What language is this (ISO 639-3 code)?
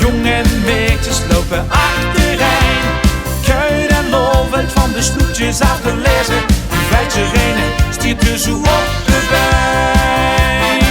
lim